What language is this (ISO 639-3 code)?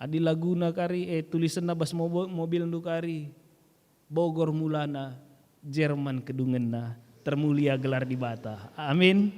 btx